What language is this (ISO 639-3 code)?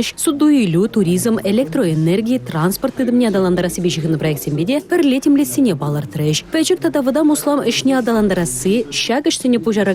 chv